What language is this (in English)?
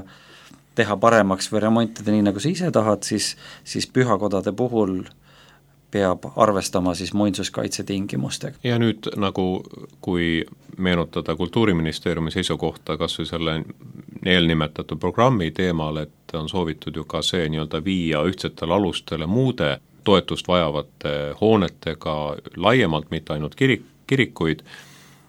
Estonian